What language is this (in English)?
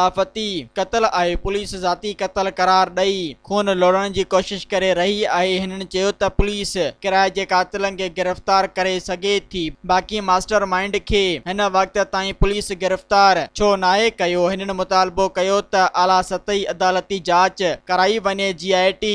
Sindhi